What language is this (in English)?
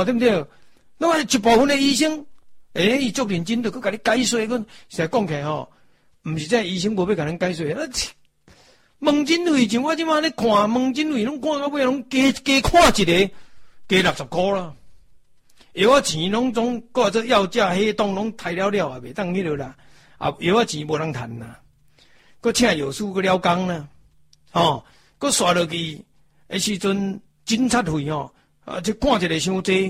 Min Nan Chinese